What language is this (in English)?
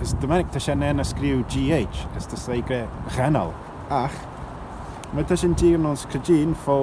Manx